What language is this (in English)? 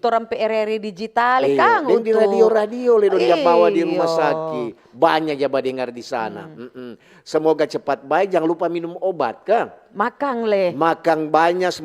Manado Malay